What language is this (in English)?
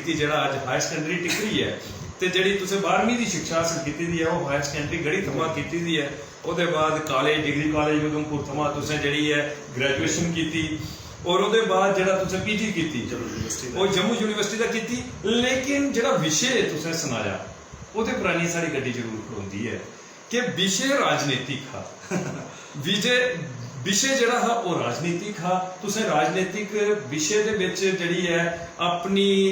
Dogri